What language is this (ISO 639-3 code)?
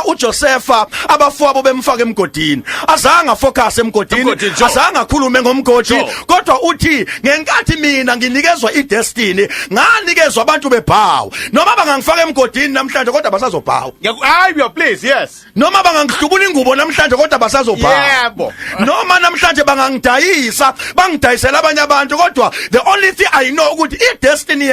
zul